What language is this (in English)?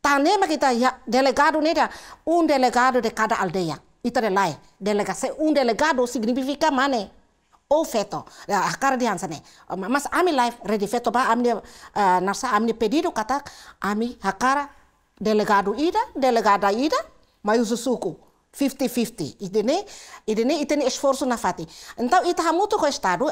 Tetum